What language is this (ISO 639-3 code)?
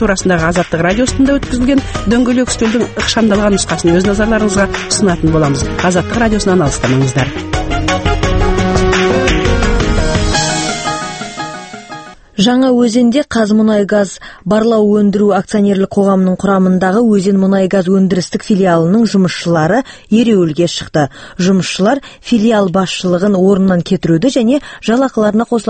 kaz